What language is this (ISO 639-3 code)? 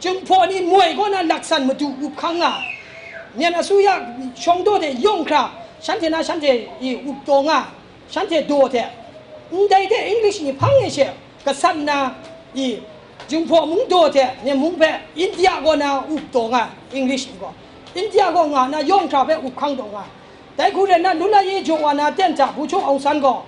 kac